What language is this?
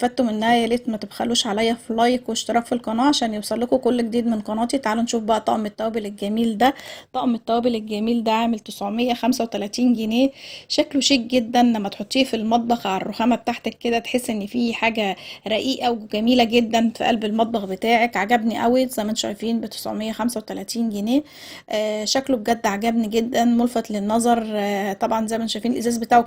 Egyptian Arabic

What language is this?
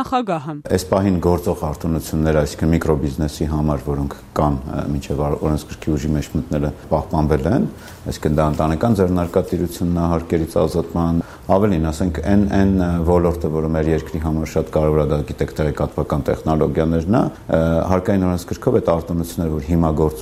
Armenian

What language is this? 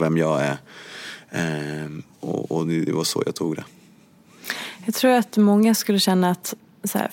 Swedish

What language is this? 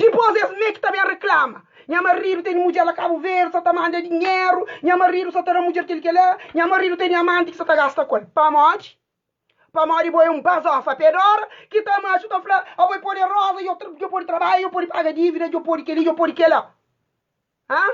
Kabuverdianu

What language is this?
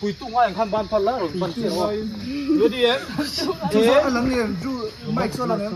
Mizo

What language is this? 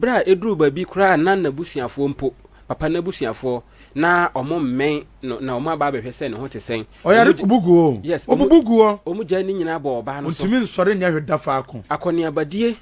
Akan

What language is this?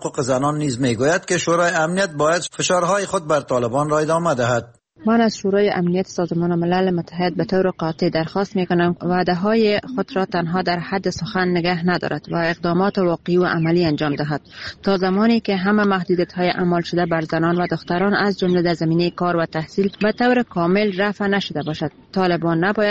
Persian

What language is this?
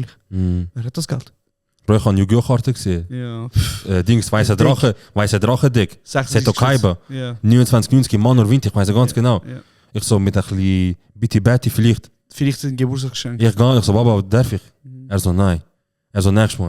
Swiss German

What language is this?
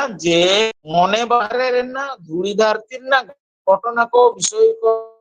Santali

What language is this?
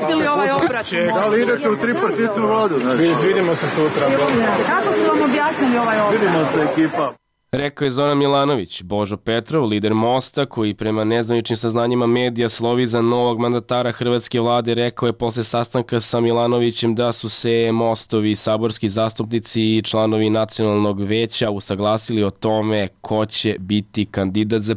Serbian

